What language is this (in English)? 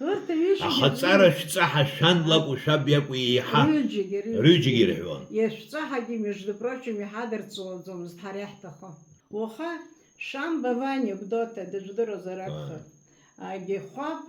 Abkhazian